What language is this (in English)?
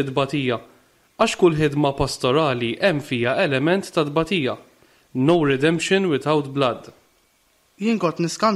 Maltese